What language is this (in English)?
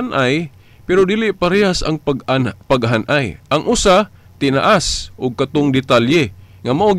Cebuano